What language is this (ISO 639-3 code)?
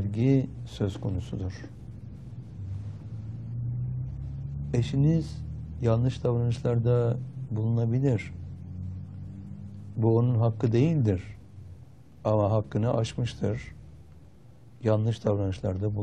tur